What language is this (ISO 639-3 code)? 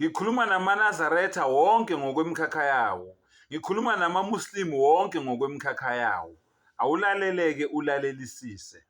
zul